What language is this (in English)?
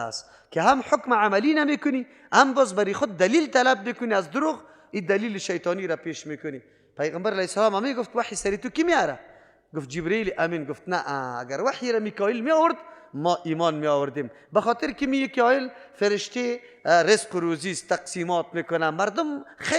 Persian